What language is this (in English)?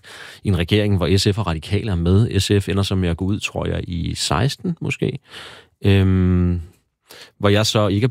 Danish